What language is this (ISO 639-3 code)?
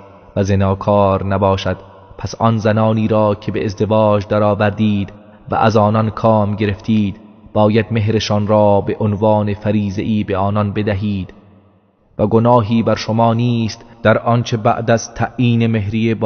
tgk